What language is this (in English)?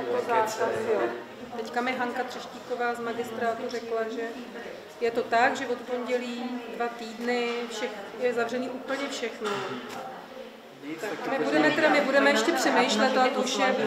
Czech